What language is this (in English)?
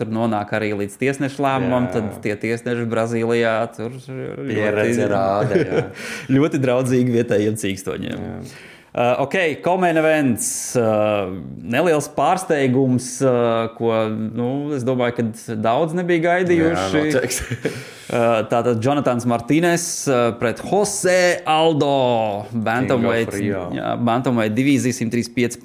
Latvian